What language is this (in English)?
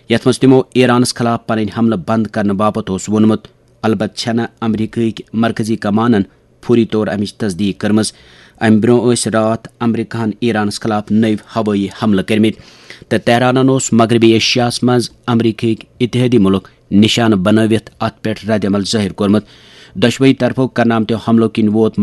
Kashmiri